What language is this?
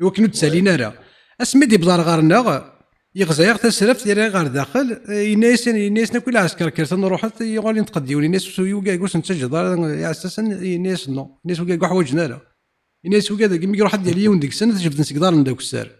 Kabyle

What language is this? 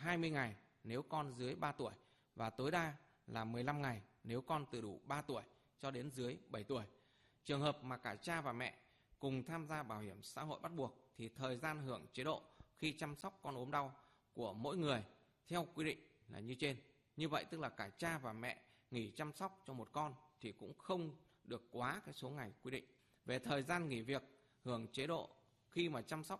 Vietnamese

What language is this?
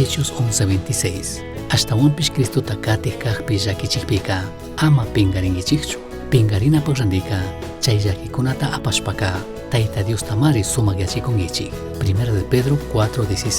Chimborazo Highland Quichua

